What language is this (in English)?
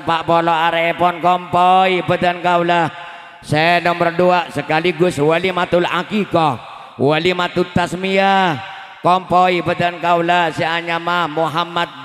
Madurese